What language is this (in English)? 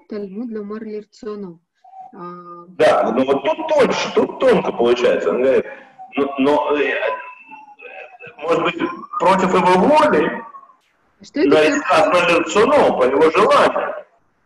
Russian